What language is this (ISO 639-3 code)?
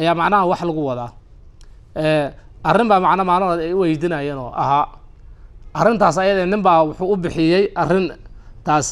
som